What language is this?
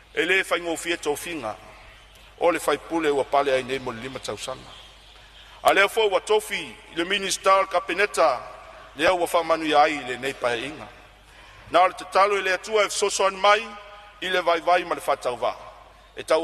Samoan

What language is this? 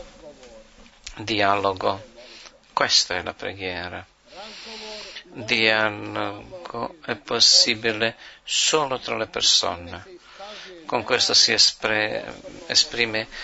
Italian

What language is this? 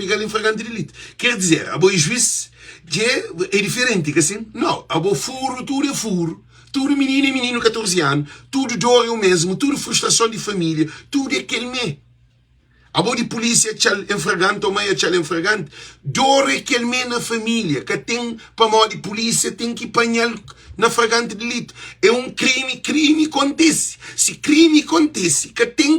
Kabuverdianu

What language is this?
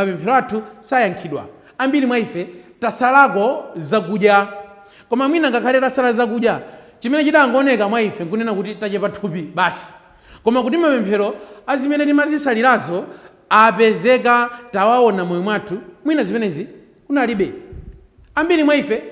Nyanja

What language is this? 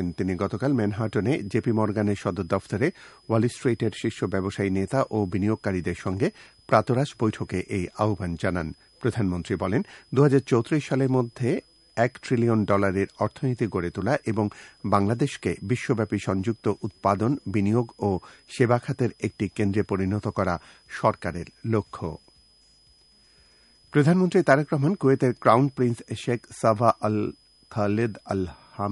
Bangla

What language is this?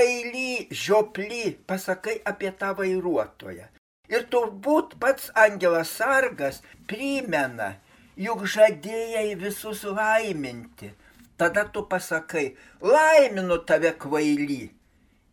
Lithuanian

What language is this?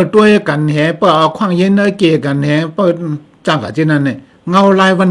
Shan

